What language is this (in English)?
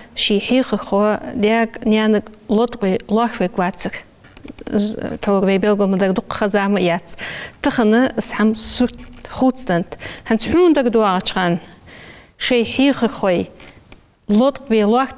Ingush